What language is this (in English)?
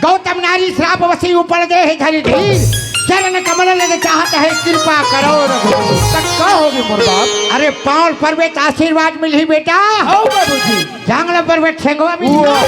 Chhattisgarhi